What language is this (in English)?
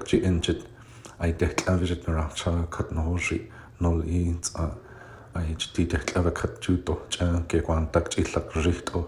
Gwichʼin